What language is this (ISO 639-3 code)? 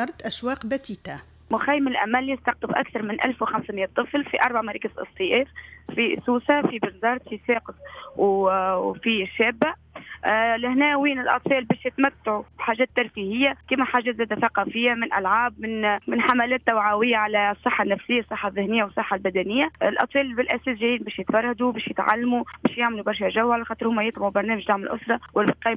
aeb